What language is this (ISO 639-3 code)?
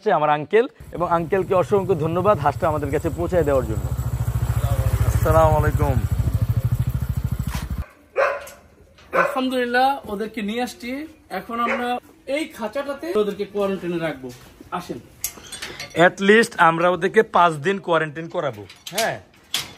ben